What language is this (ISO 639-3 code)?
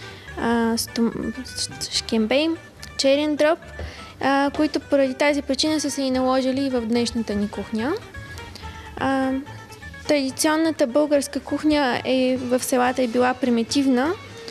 bul